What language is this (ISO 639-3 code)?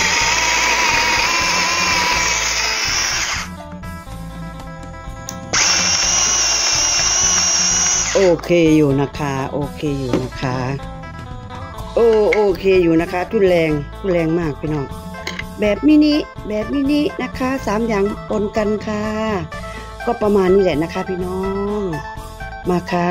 tha